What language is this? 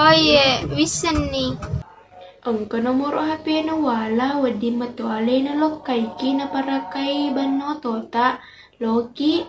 Buginese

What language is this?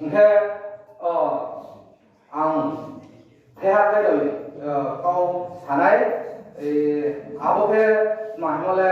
Riang (India)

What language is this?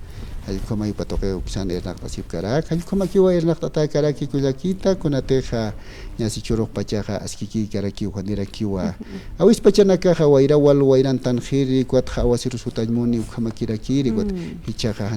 Aymara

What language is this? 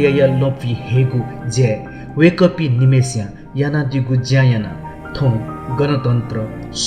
Newari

